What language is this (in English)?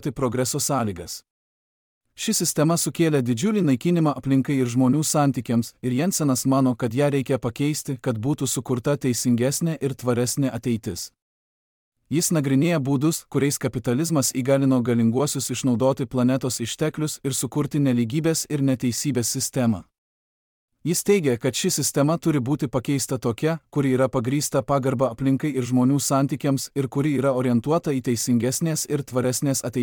Lithuanian